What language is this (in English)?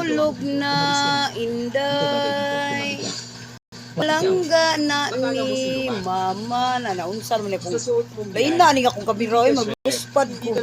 Cebuano